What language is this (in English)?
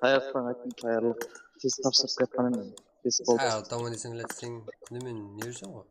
Kara-Kalpak